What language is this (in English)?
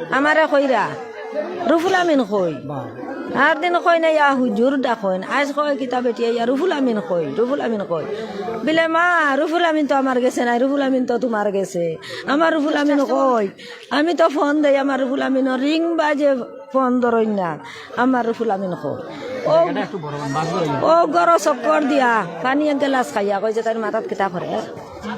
Sylheti